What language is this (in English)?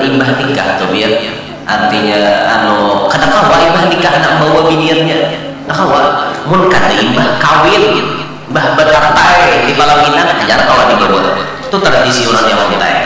Banjar